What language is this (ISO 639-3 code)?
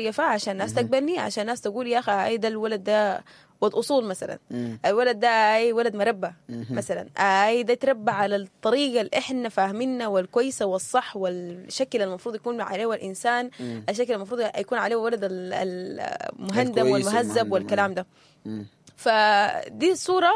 apd